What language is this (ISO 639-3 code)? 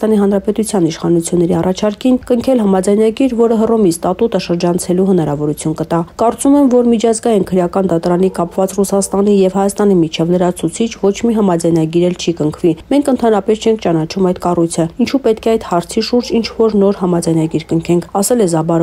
hye